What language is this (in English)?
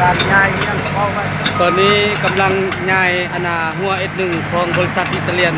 Lao